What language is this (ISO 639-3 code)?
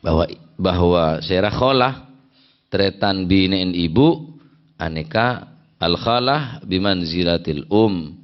mad